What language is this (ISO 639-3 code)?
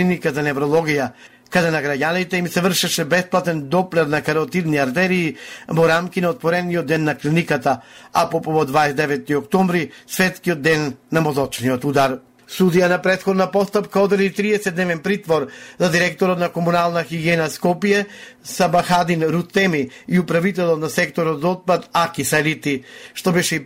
mkd